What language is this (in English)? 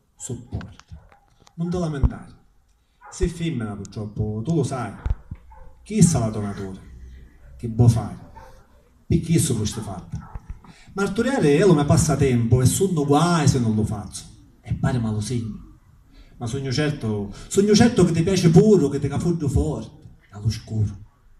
Sicilian